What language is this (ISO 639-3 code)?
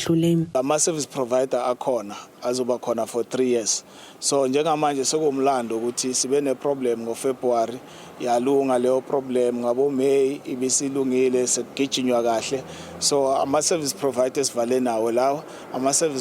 zul